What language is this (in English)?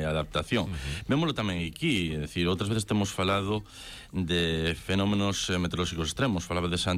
Galician